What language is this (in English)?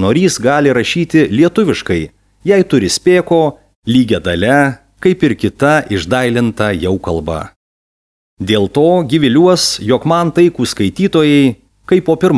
Lithuanian